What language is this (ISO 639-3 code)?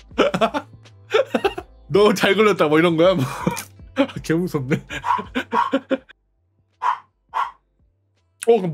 kor